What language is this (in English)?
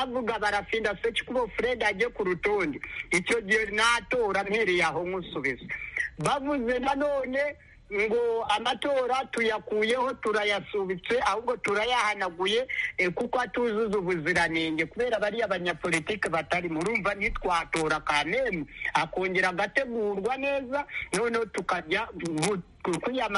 Kinyarwanda